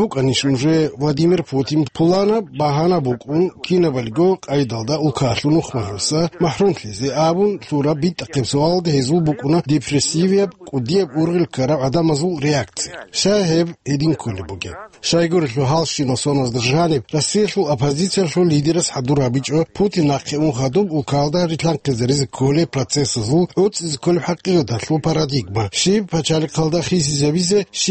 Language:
Avaric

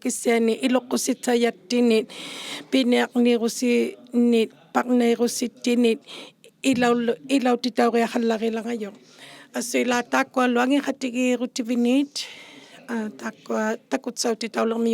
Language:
Inuktitut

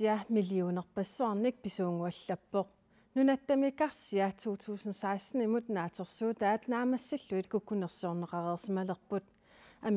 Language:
Kalaallisut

